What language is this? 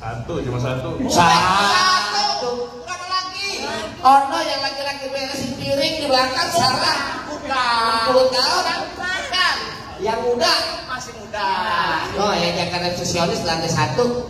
Betawi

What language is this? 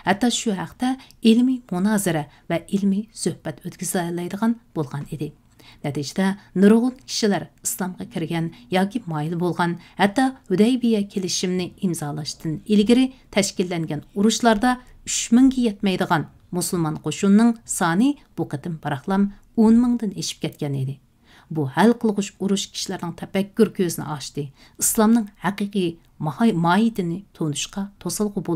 Uyghur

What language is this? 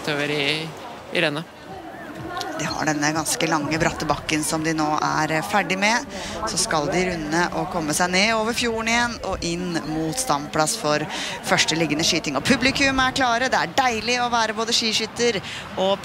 Norwegian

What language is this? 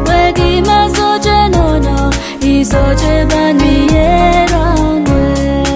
Pohnpeian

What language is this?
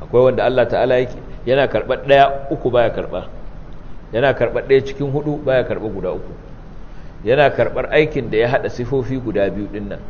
Hausa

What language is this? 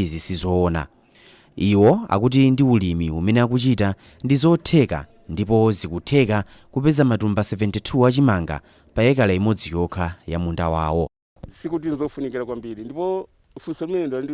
Nyanja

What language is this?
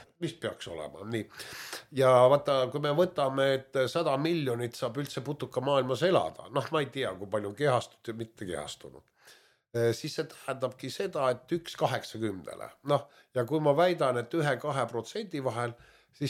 Estonian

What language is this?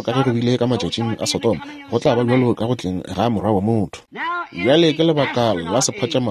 Northern Sotho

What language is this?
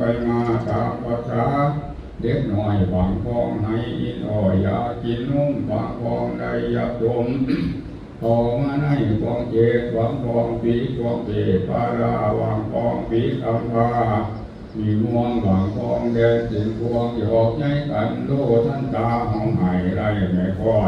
Lao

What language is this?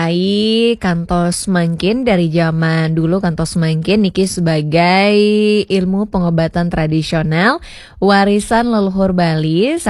Balinese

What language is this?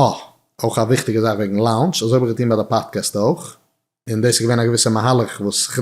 Yiddish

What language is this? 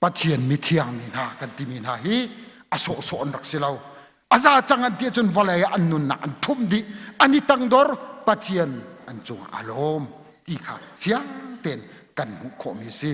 Hakha Chin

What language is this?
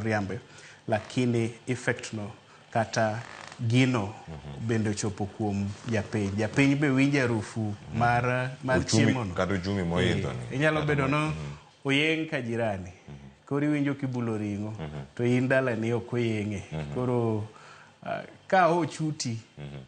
Luo (Kenya and Tanzania)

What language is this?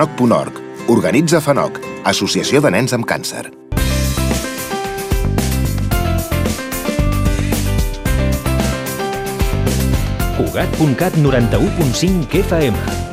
Catalan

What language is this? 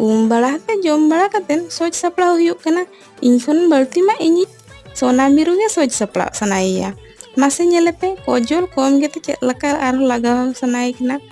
Santali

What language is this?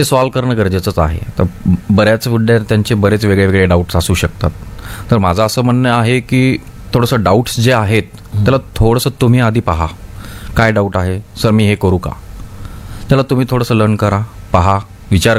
Marathi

